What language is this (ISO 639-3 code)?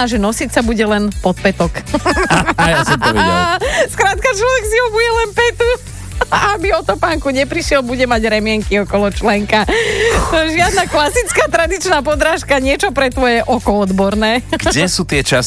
slk